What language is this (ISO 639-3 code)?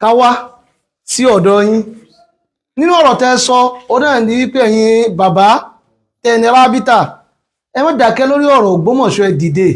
yor